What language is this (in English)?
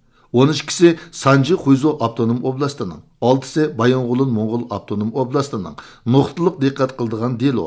Uyghur